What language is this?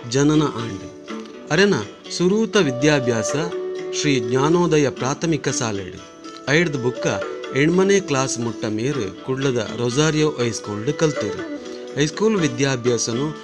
Tulu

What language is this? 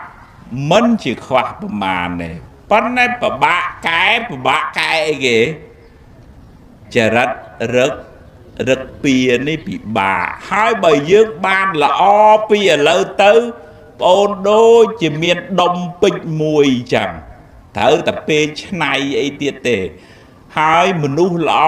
Khmer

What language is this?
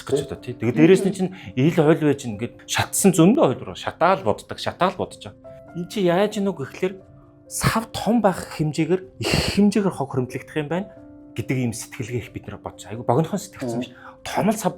Mongolian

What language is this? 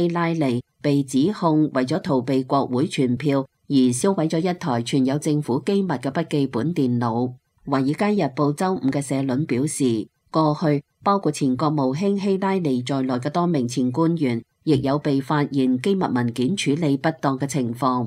Cantonese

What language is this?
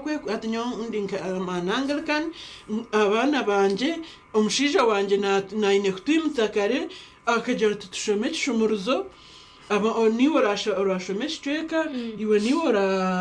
Nyankole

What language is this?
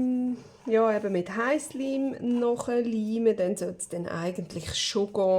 Swiss German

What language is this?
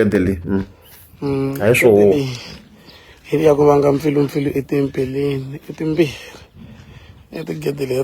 Tsonga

